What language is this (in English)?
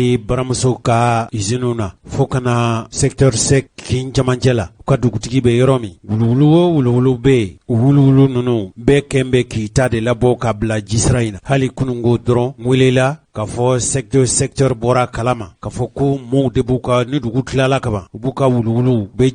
Bambara